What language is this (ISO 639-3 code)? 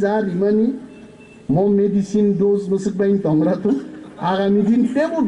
trp